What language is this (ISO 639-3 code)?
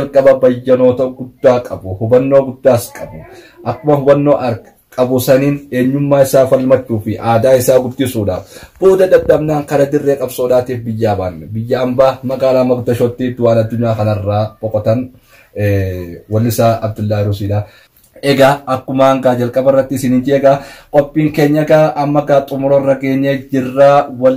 orm